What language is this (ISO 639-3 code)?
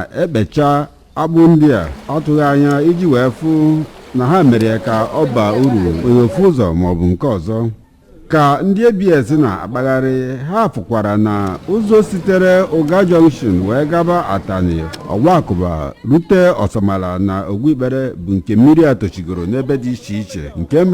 ibo